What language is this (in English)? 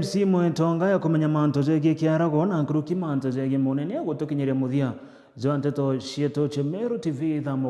Meru